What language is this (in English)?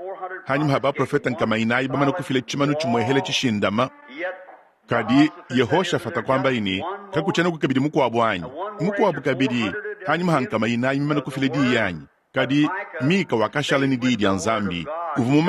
Luba-Lulua